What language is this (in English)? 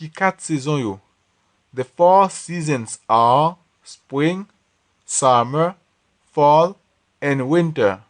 Haitian Creole